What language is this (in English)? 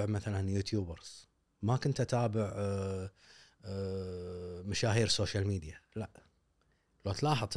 Gulf Arabic